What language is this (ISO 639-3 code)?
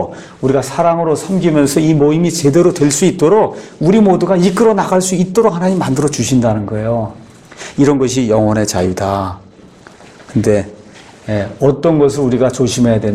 kor